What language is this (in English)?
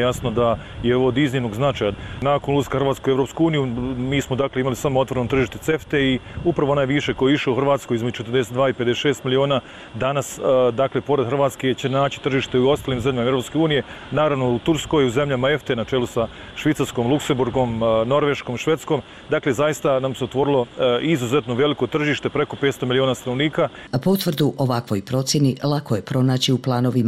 Bosnian